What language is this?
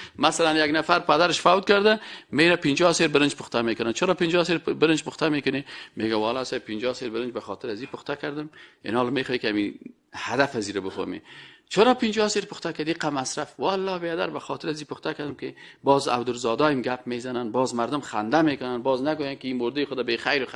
Persian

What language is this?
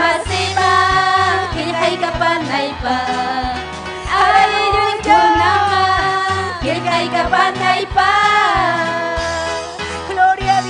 Ayacucho Quechua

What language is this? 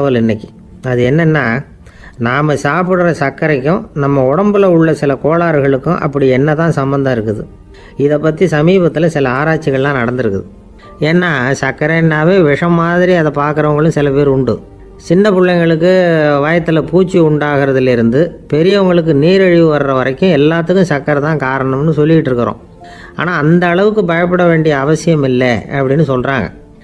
Tamil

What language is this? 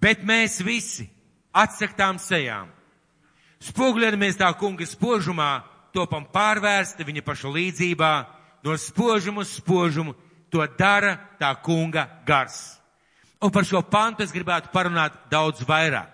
Latvian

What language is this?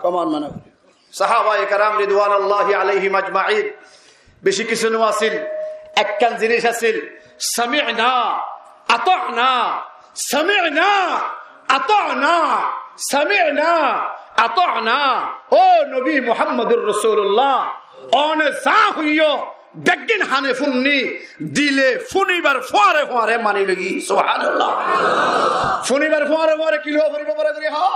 Rohingya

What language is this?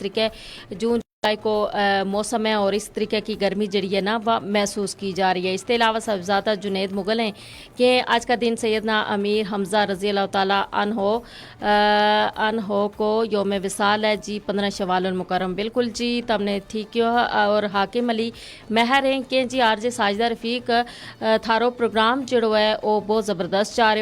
Gujari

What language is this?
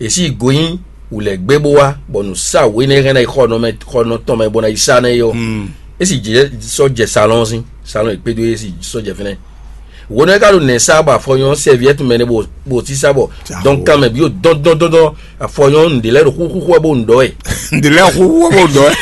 Fon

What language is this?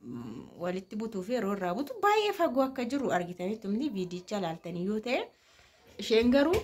Oromo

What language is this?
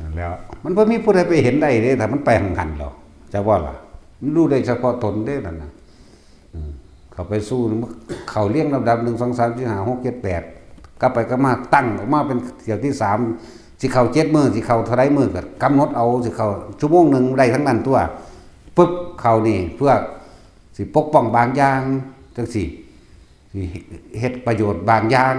Northeastern Thai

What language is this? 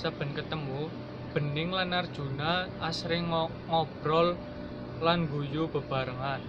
Javanese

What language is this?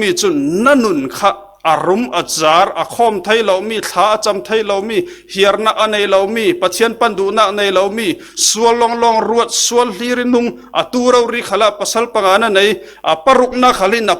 Falam Chin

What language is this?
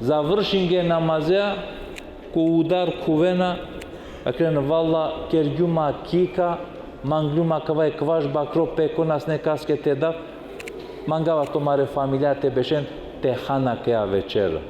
Balkan Romani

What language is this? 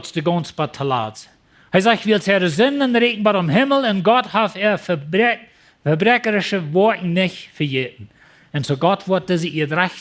Plautdietsch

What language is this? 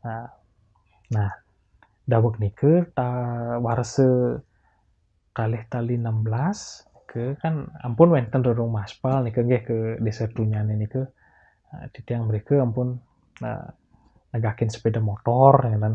Balinese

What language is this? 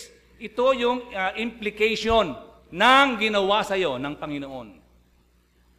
Filipino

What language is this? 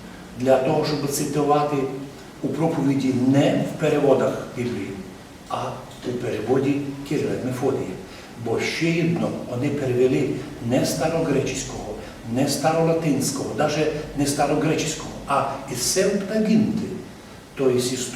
Rusyn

